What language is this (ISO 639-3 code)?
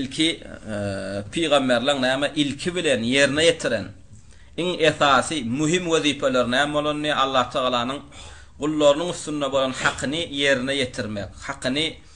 tuk